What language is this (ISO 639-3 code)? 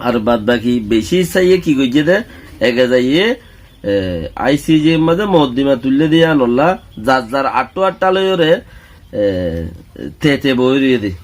rhg